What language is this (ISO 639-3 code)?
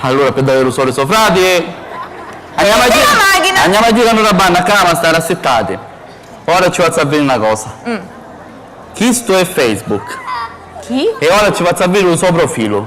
scn